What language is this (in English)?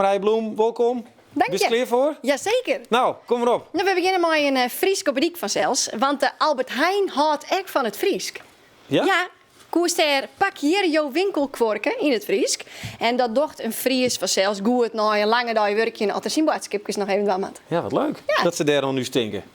Western Frisian